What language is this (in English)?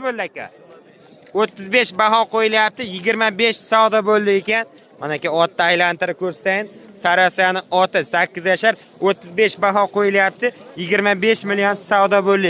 Uzbek